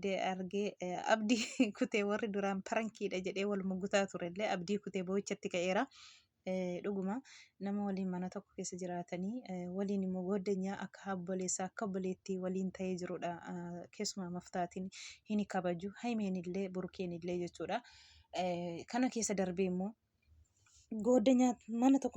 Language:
Oromo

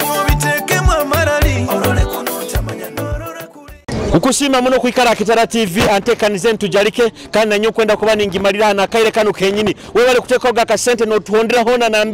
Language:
Nyoro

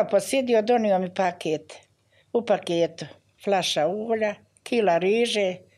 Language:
Bosnian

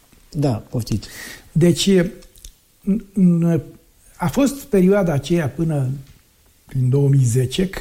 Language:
Romanian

